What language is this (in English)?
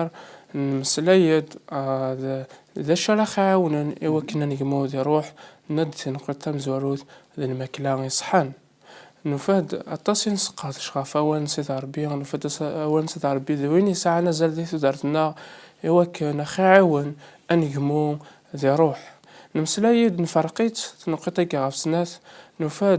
Kabyle